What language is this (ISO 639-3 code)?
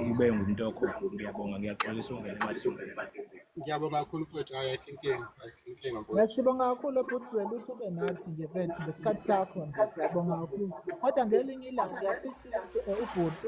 zul